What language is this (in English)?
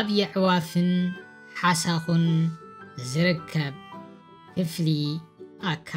Tigrinya